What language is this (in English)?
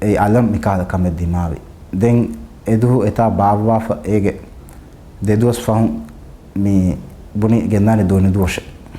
Divehi